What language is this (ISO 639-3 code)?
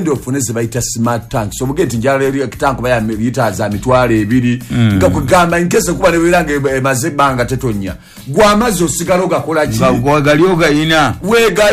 lug